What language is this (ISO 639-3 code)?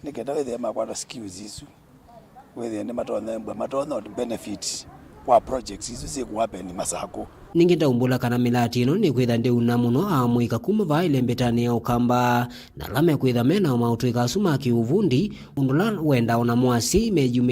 kam